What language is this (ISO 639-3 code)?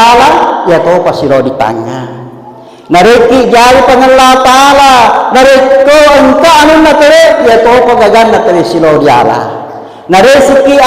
bug